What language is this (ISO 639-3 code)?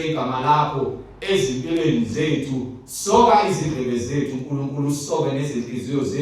zul